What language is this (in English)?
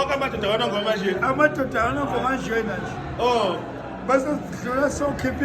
Zulu